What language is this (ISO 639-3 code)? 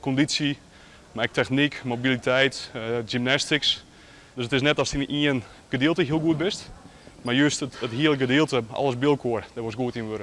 fry